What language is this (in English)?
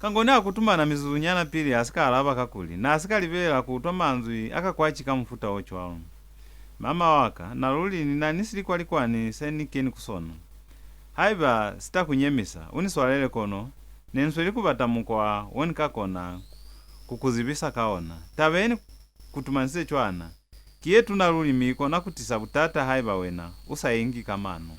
Lozi